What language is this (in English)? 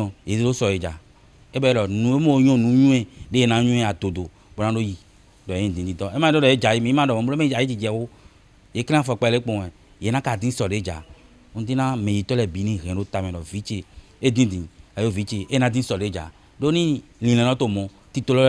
Fon